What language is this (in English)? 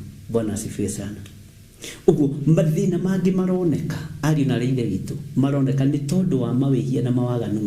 Kikuyu